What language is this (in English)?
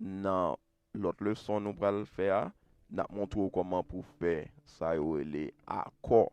Haitian Creole